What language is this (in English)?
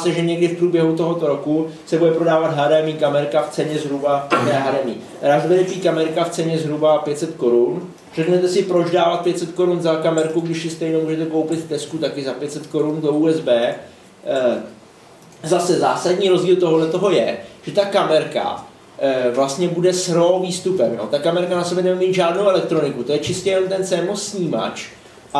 Czech